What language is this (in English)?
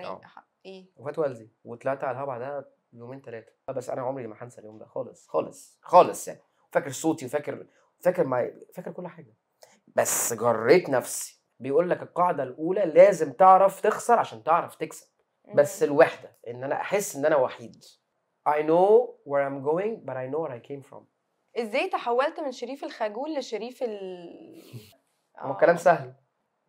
Egyptian Arabic